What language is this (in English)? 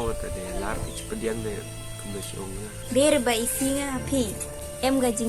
Khasi